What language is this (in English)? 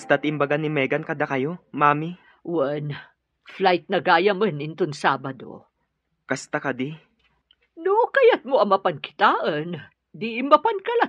Iloko